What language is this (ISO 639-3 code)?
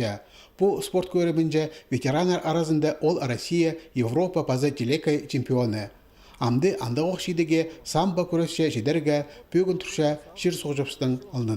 kjh